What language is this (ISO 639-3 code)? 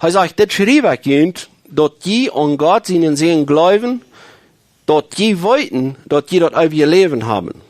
pdt